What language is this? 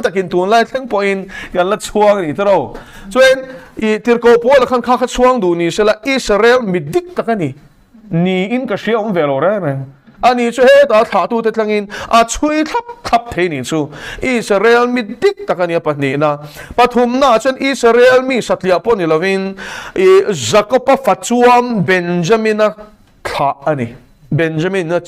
Mizo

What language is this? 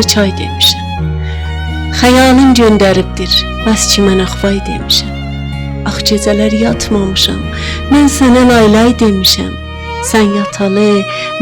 South Azerbaijani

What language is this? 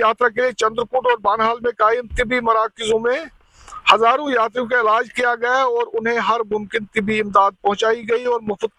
Hindi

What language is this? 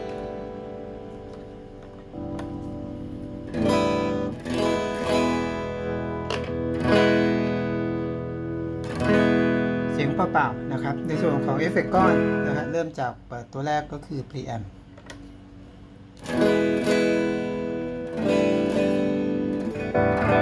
Thai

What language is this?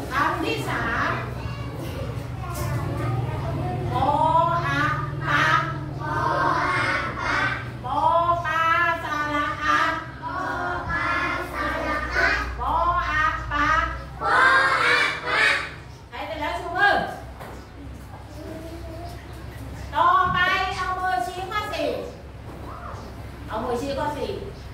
Thai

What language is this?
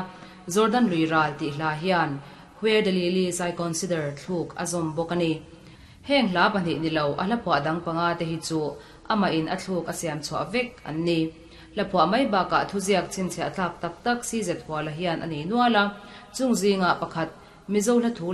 Mizo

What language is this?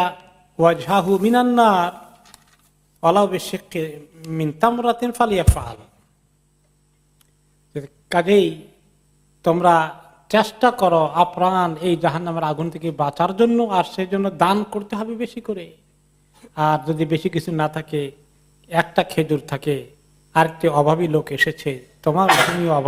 Bangla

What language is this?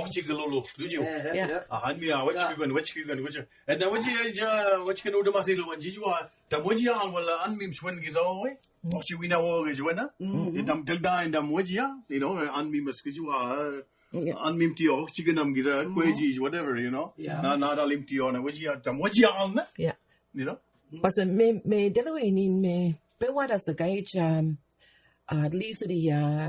Mi'kmaw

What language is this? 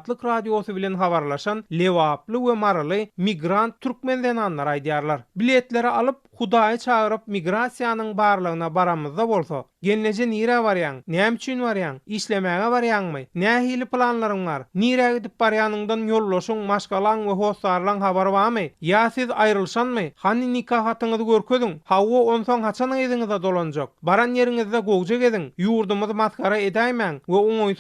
Turkmen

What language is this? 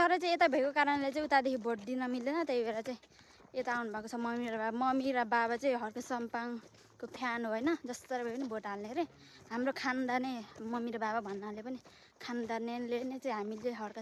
Nepali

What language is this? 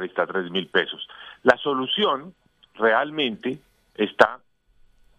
Spanish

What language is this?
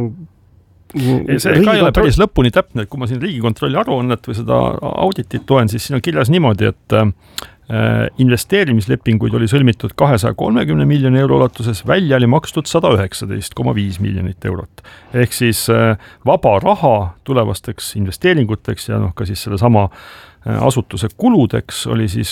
Estonian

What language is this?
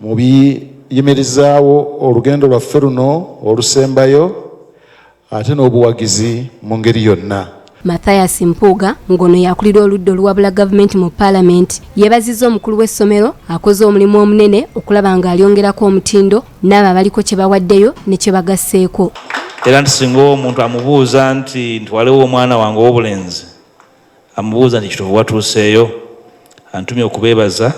Ganda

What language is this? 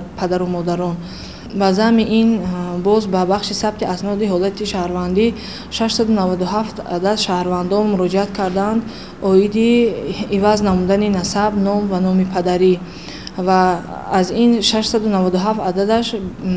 Tajik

